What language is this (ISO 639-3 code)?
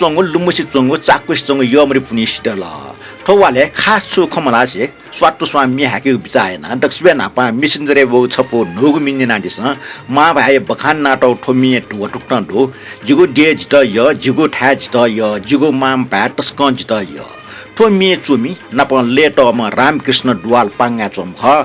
new